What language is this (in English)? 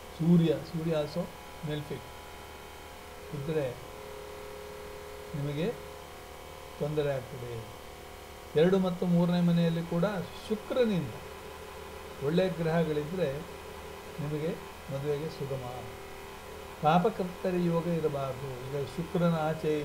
Kannada